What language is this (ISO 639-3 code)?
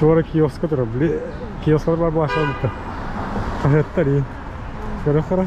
sah